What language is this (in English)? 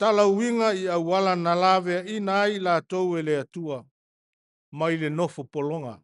Samoan